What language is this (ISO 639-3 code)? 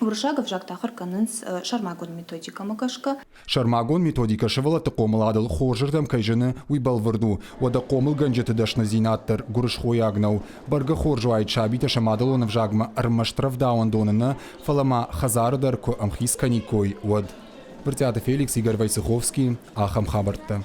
oss